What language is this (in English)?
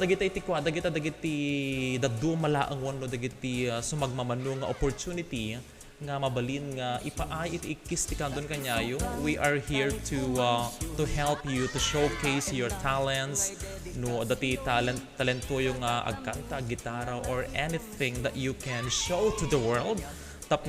Iloko